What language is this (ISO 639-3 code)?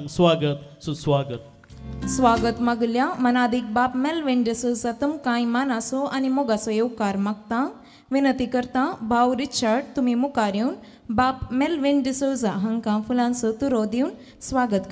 kok